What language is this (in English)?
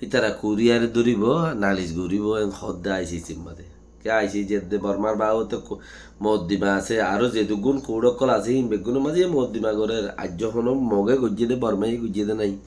Rohingya